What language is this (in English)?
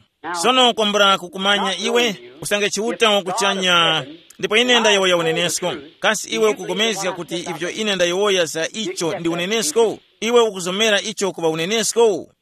Tumbuka